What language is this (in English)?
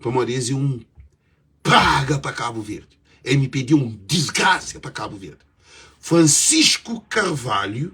Kabuverdianu